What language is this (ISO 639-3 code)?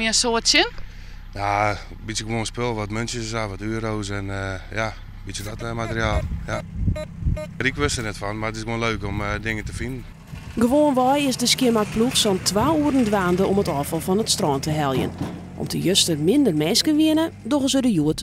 fry